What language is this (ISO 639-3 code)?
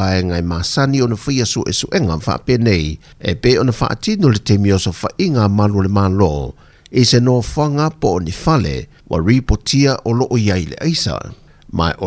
smo